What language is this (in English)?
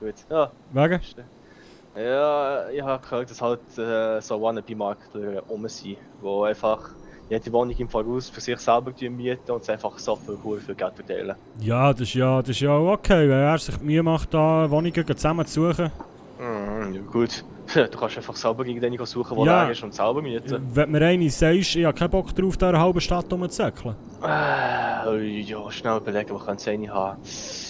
Swiss German